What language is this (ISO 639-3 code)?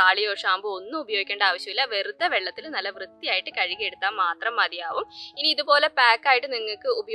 mal